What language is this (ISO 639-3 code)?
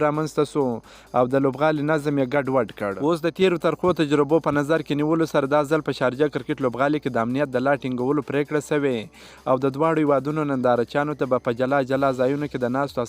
pus